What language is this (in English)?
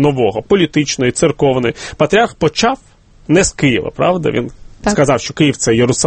Ukrainian